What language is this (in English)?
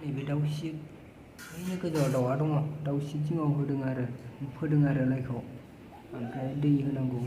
Bodo